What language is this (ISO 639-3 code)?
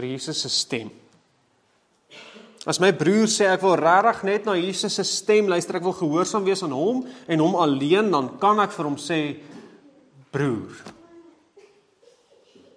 afr